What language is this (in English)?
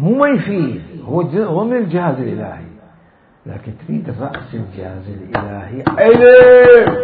Mesopotamian Arabic